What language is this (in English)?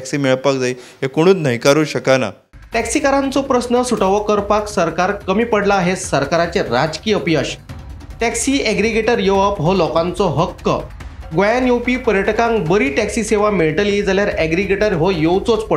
Konkani